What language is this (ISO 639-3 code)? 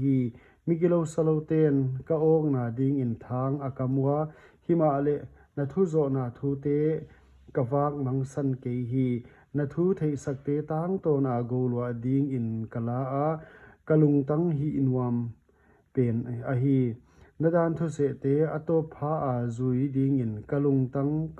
pck